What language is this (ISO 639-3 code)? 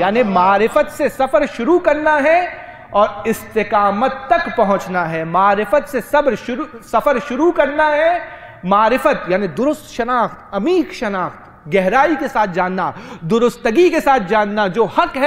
urd